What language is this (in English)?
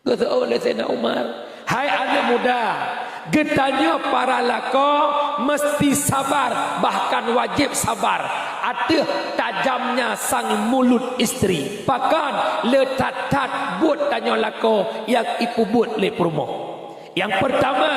Achinese